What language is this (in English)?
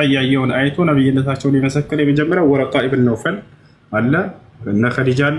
Amharic